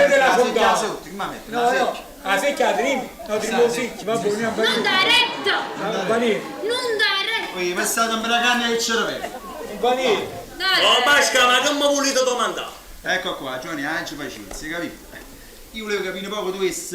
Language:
Neapolitan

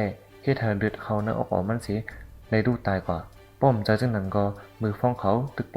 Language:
Shan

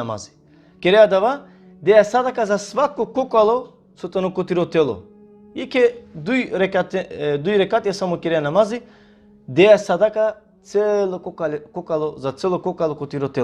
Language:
Balkan Romani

